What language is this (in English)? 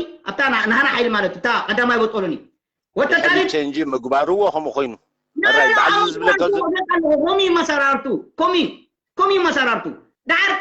Tigrinya